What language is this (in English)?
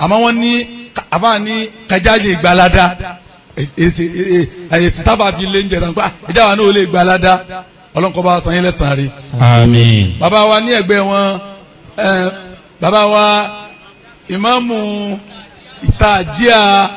Yoruba